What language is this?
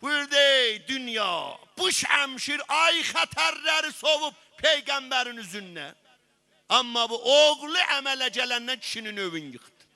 South Azerbaijani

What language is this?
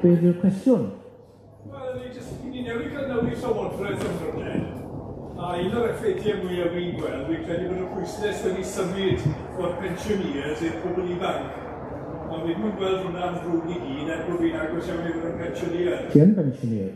Welsh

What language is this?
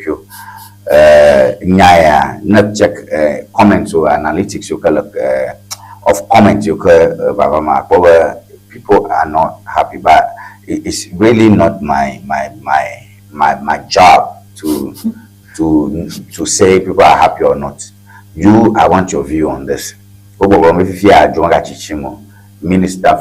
Ewe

